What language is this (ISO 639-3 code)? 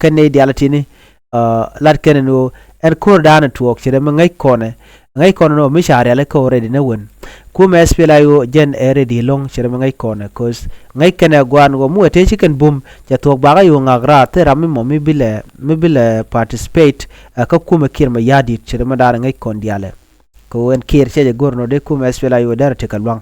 nus